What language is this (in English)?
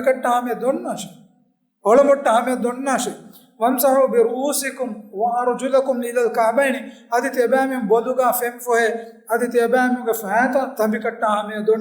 Divehi